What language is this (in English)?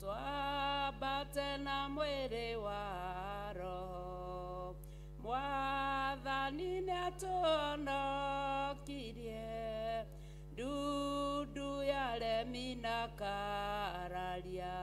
Kikuyu